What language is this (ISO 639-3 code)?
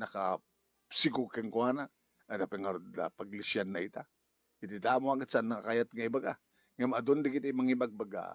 ilo